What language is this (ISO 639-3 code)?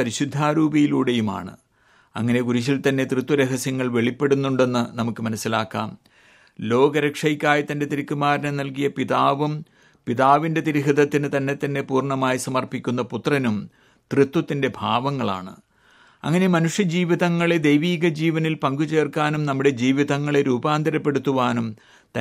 mal